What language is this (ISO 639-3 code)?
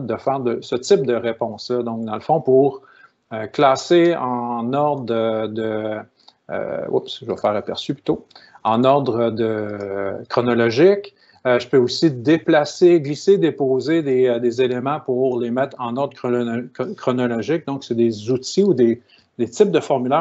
fra